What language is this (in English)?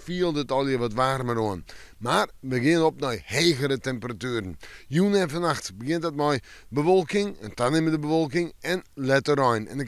Western Frisian